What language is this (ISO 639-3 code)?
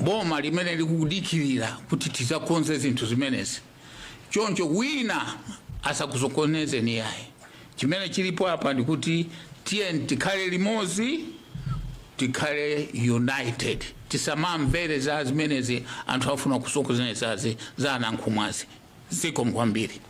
nya